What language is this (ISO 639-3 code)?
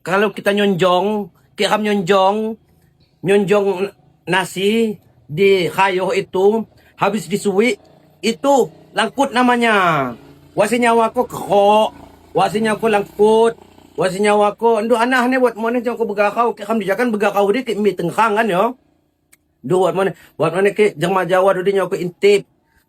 ljp